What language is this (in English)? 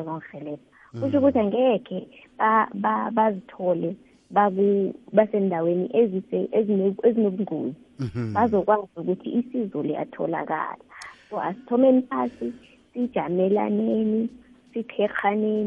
South Ndebele